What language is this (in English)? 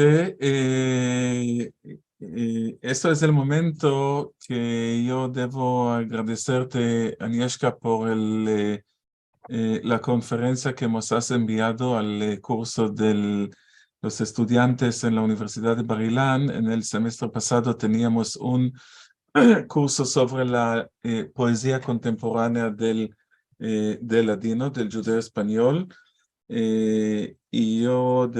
Ladino